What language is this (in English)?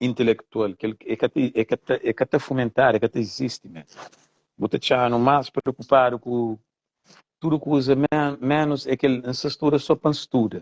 Kabuverdianu